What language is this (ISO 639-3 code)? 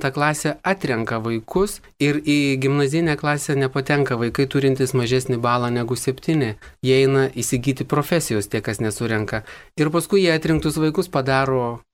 lit